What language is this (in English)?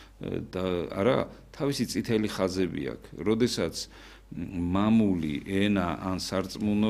Georgian